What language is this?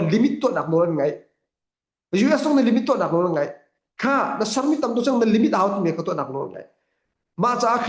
Hakha Chin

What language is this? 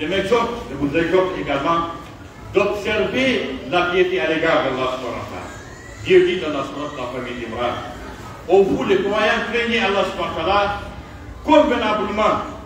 Pular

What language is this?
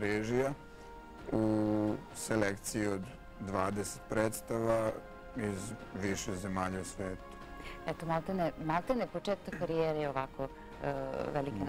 Serbian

